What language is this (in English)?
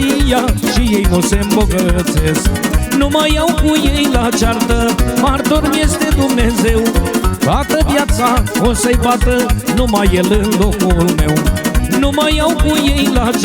Romanian